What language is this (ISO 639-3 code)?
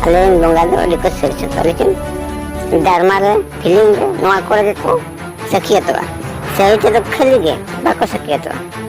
sat